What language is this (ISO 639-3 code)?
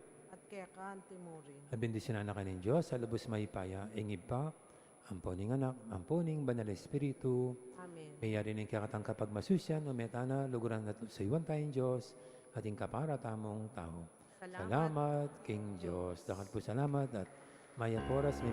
pam